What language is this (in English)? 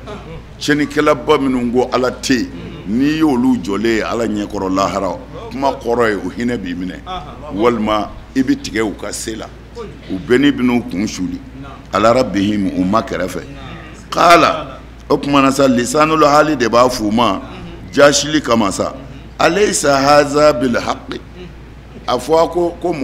Bambara